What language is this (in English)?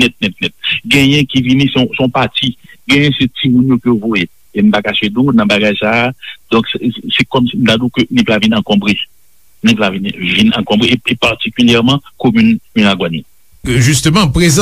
Haitian Creole